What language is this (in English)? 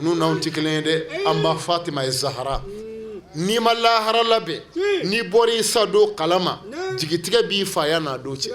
Bambara